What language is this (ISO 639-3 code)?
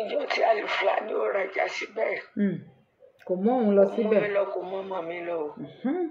yor